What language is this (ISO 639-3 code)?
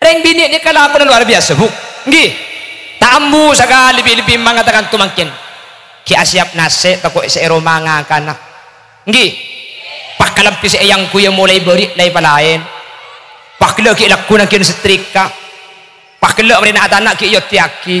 mad